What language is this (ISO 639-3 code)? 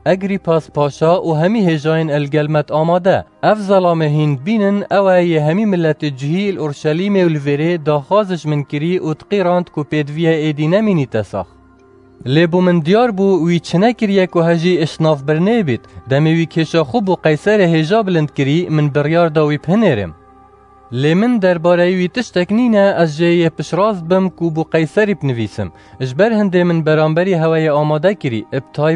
kur